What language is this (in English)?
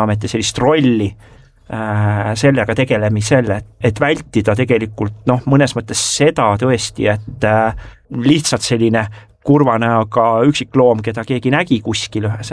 Estonian